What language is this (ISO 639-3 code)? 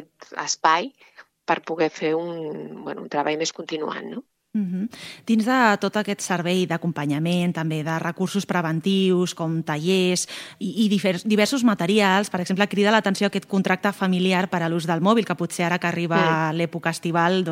cat